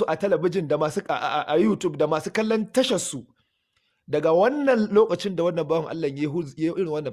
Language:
Hausa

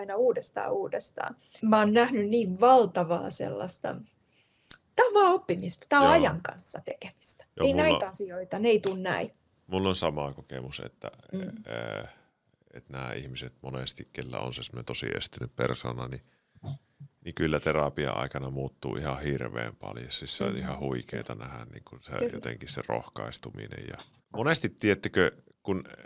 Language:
Finnish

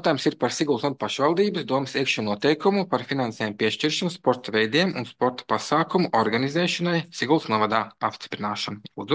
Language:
Latvian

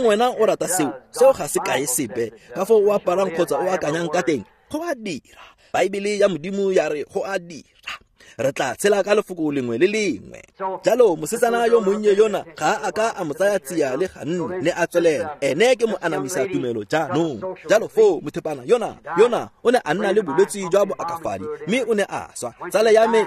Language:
Tswana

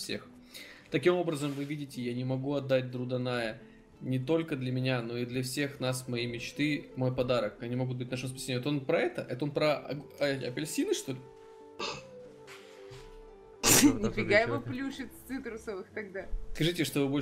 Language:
Russian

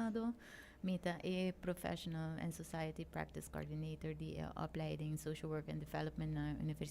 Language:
Papiamento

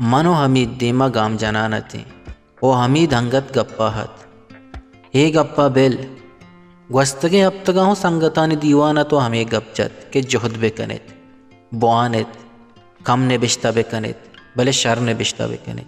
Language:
Baluchi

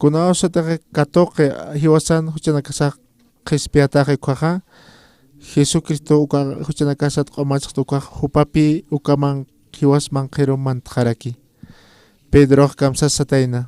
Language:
Aymara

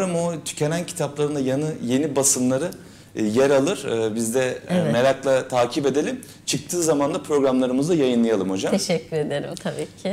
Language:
Turkish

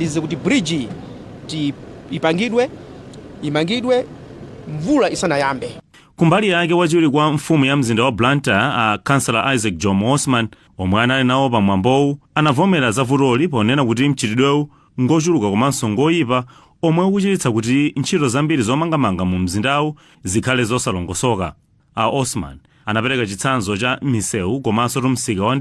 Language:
Nyanja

